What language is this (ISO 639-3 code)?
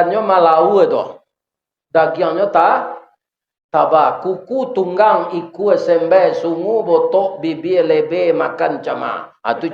min